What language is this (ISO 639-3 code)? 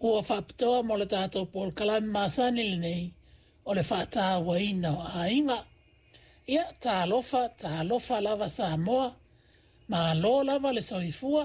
smo